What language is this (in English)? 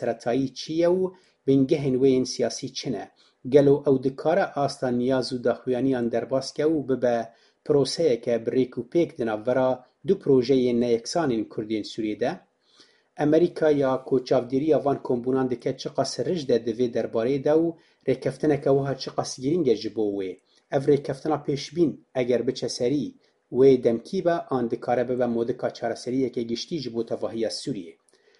Kurdish